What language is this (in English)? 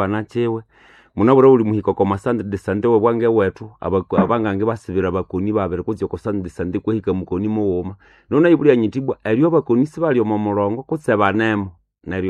Nande